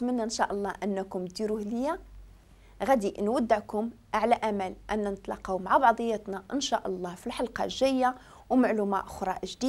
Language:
Moroccan Arabic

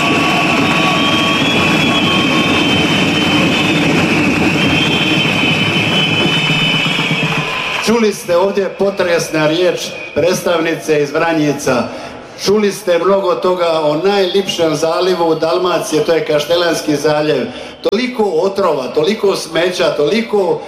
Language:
Croatian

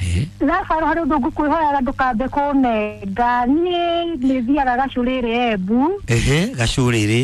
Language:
Kikuyu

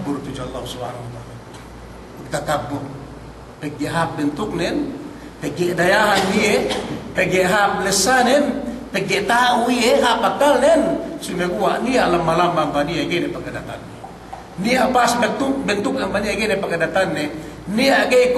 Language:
Yakan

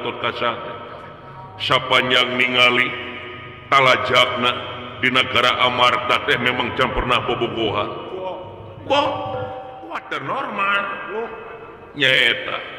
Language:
Sundanese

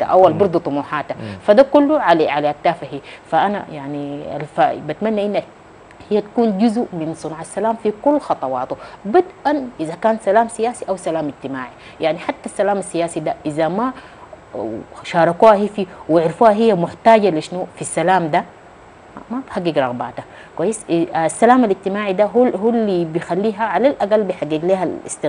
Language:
Sudanese Arabic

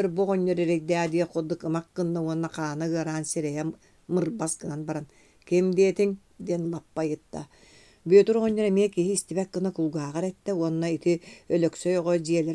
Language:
Yakut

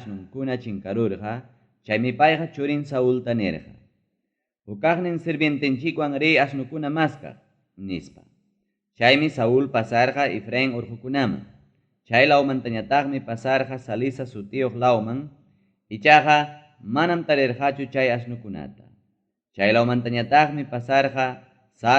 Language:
Ayacucho Quechua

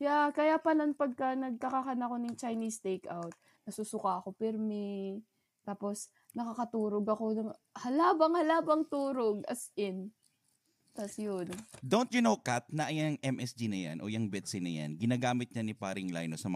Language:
Bikol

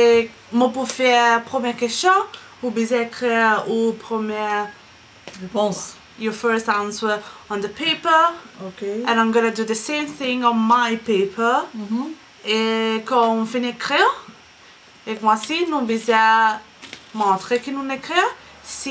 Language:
Morisyen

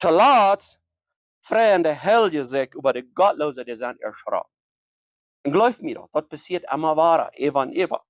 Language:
Plautdietsch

